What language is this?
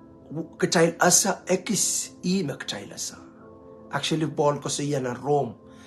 Pohnpeian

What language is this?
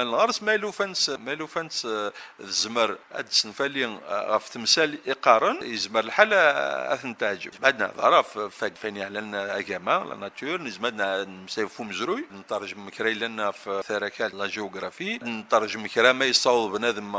Kabyle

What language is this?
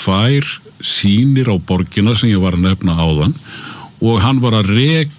Icelandic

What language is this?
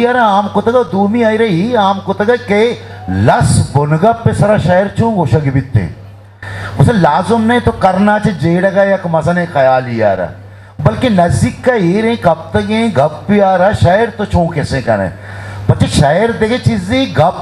Eastern Balochi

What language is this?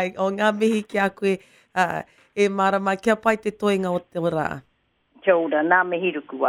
Māori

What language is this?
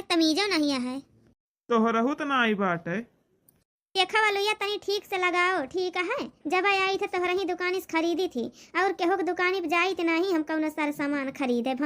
Awadhi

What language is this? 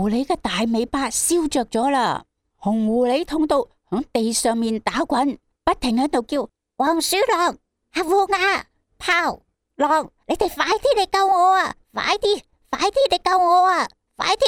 Cantonese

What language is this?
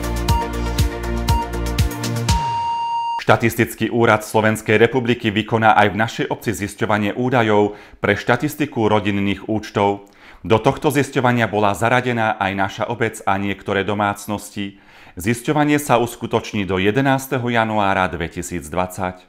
Slovak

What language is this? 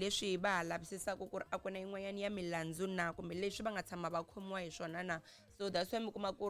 Tsonga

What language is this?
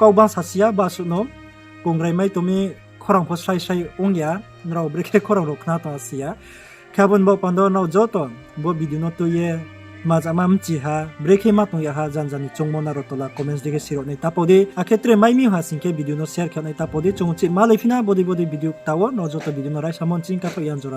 Riang (India)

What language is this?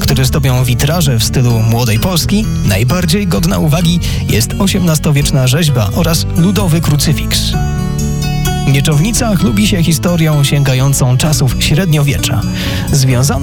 Polish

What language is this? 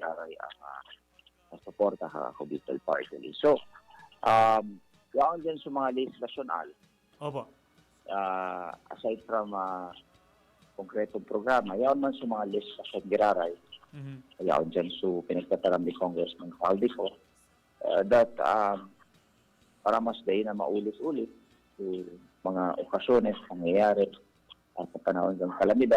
Bikol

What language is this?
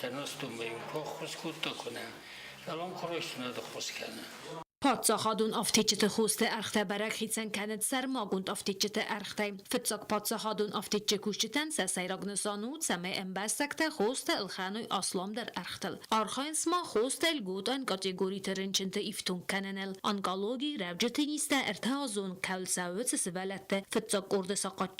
Ossetic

